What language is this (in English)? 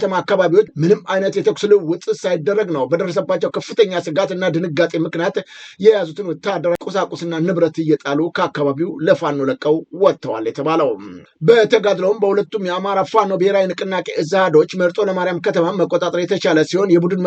Amharic